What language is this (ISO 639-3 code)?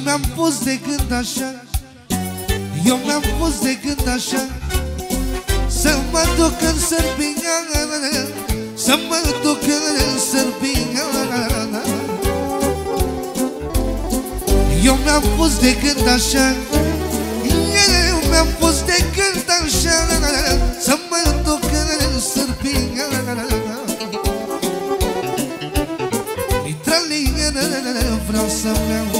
ron